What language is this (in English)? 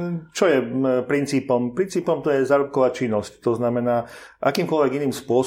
Slovak